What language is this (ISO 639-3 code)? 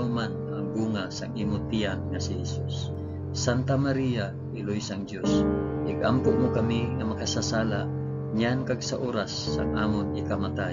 hil